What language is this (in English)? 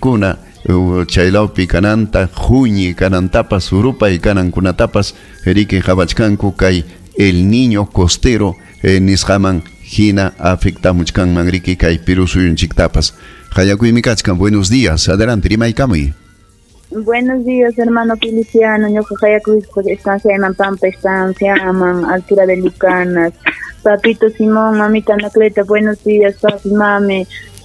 Ayacucho Quechua